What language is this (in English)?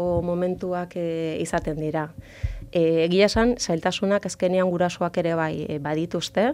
Basque